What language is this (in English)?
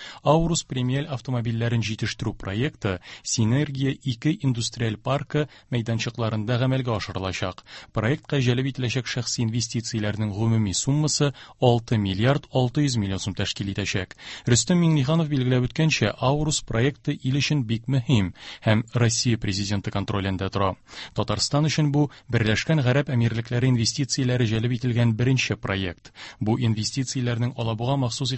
Tatar